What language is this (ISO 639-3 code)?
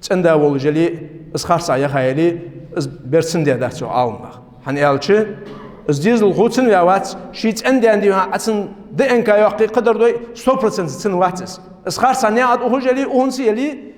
inh